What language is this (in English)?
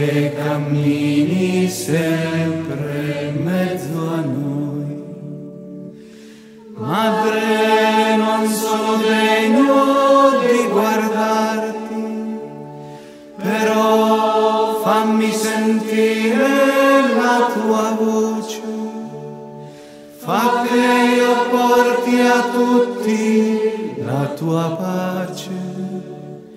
Italian